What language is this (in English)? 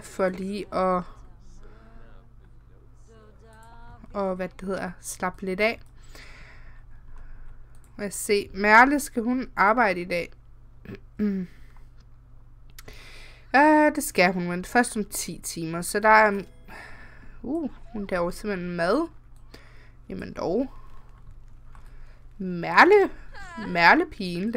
Danish